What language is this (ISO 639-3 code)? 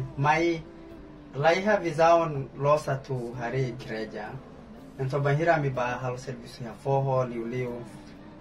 tet